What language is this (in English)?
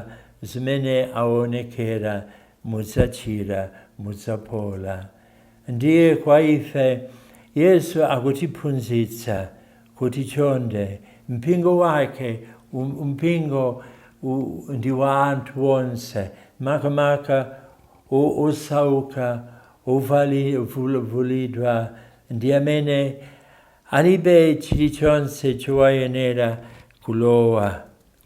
Nyanja